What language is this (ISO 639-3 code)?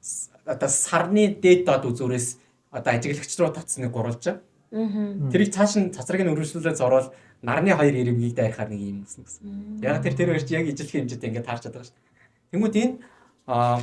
mon